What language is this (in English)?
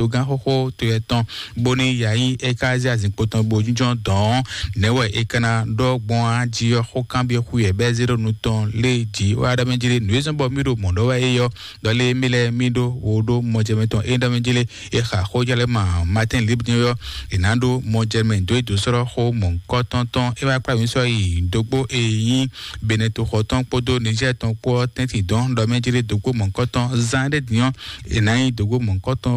Fon